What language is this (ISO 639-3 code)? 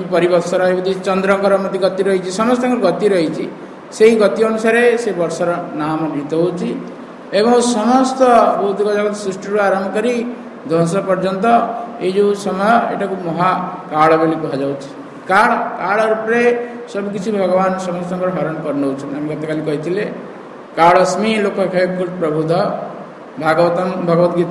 ori